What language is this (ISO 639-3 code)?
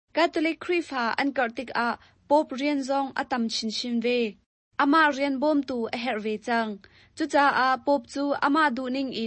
cnh